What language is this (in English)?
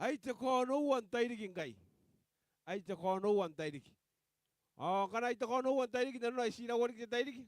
Gilbertese